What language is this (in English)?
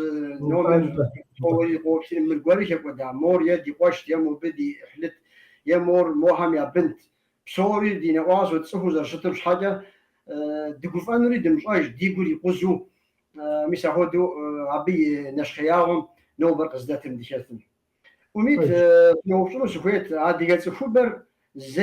Kabardian